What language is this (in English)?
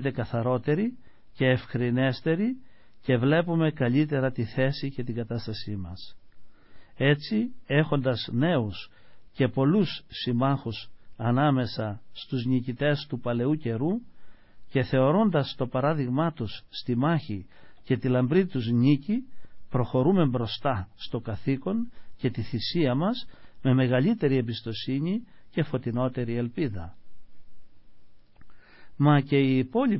Greek